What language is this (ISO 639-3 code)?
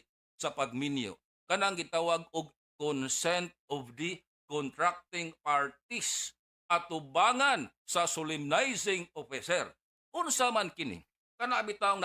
ceb